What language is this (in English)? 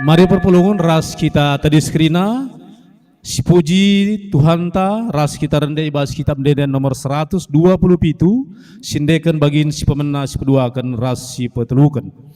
Batak Karo